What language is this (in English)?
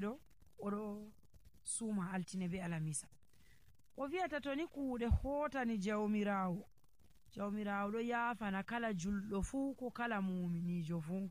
Nigerian Fulfulde